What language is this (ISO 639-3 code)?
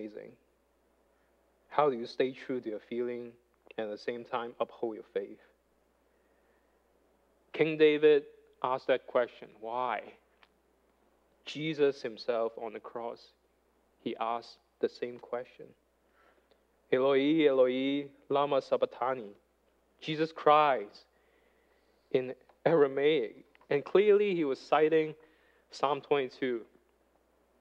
eng